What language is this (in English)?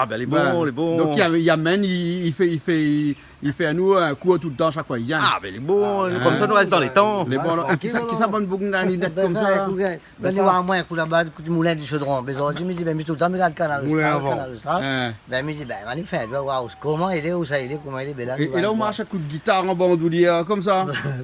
Réunion Creole French